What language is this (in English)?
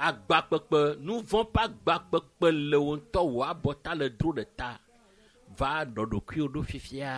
Ewe